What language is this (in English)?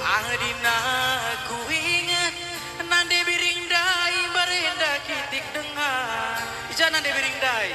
Batak Karo